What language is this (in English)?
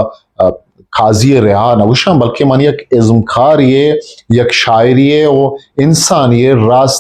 Eastern Balochi